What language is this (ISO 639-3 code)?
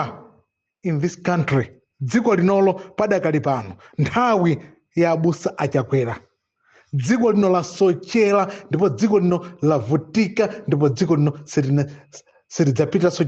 nya